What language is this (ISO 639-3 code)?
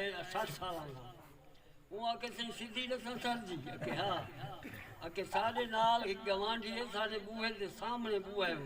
skr